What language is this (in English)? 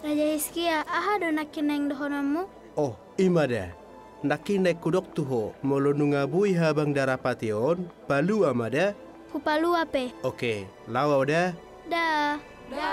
Batak Toba